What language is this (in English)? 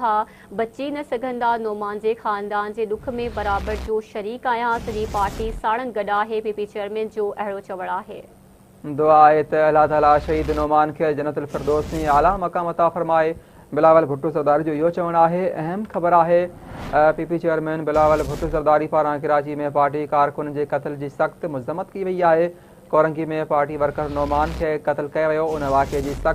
Sindhi